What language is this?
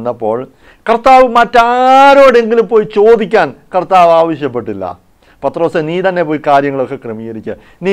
Malayalam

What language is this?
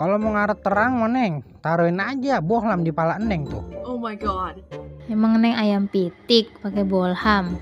Betawi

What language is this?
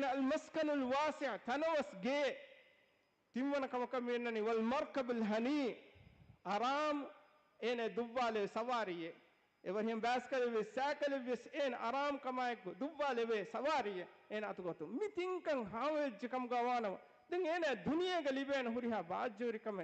Divehi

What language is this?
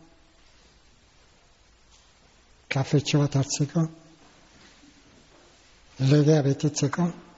Basque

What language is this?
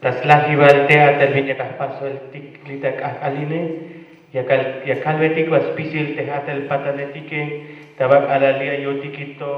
Tzeltal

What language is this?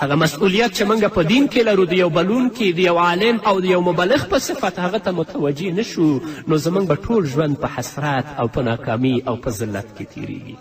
Pashto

